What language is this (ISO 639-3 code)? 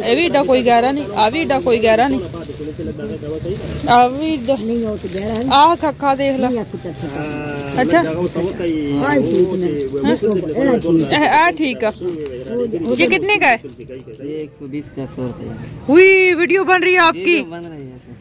pan